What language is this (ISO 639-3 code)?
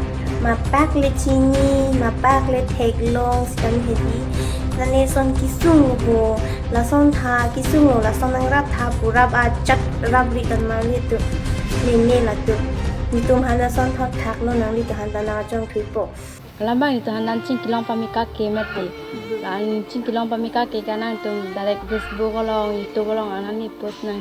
mjw